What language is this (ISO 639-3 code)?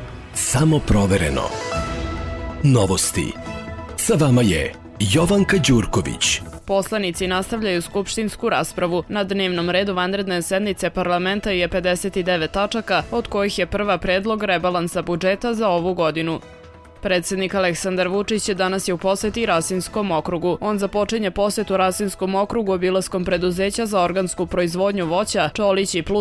srp